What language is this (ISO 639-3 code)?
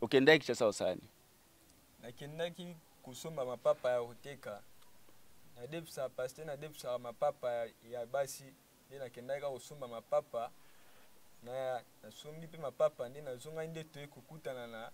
lin